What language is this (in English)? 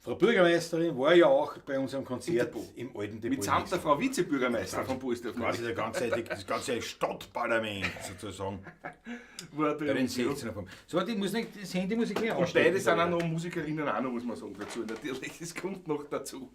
Bavarian